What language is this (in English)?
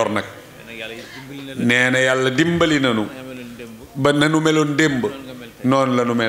Wolof